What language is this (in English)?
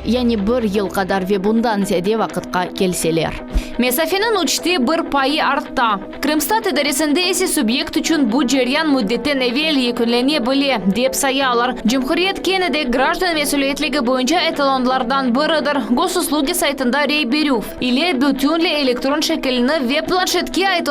Crimean Tatar